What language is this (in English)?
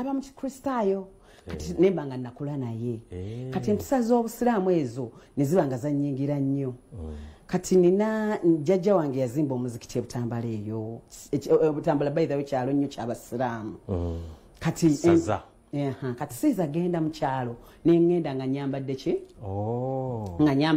Ganda